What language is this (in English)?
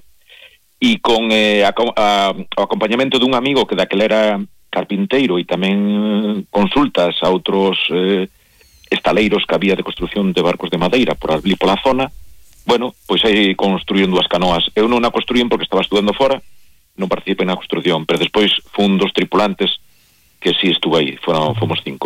Galician